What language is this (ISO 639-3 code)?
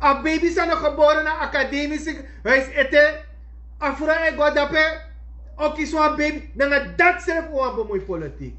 srn